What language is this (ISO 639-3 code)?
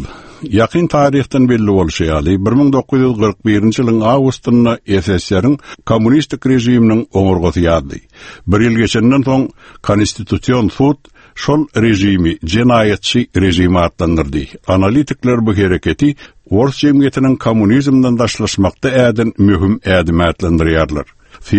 tuk